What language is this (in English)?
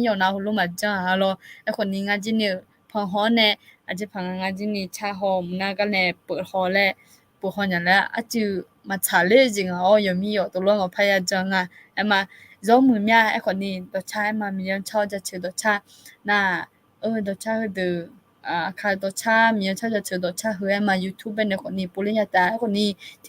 Akha